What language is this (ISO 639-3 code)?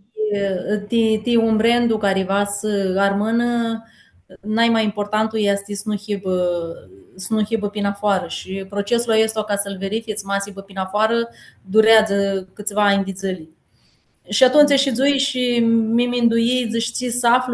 rup